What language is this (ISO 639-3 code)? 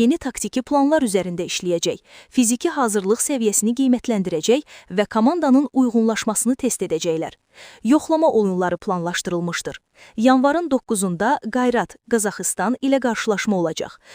aze